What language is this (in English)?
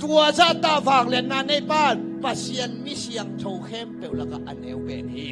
Tedim Chin